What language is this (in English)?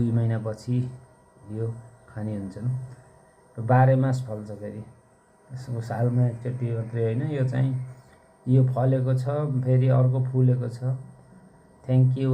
Nepali